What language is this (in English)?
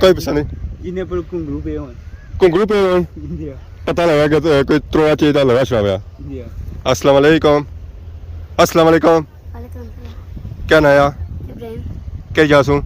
Pahari-Potwari